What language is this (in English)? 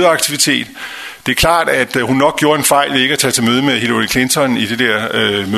Danish